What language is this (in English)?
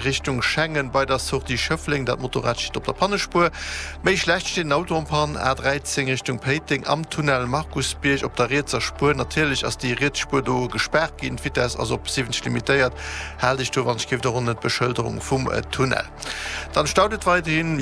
Luxembourgish